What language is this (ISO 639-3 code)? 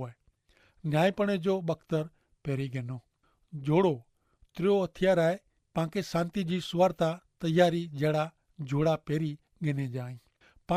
kfr